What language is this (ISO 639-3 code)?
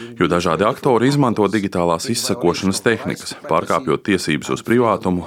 lav